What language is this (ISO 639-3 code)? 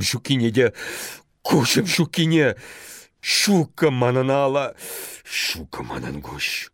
chv